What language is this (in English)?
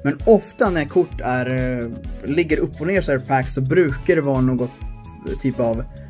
Swedish